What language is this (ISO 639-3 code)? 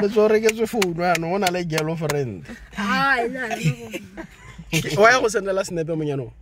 tsn